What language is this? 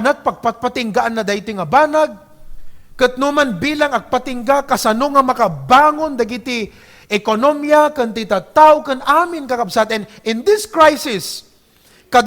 Iloko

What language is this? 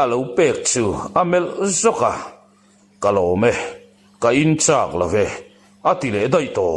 Mizo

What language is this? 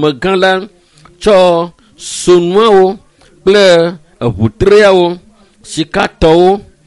Ewe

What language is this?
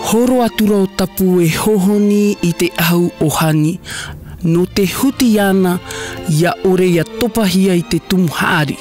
Tahitian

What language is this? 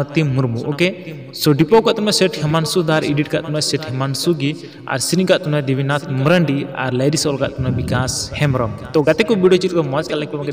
Santali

